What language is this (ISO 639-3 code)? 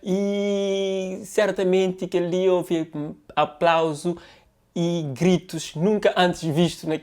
kea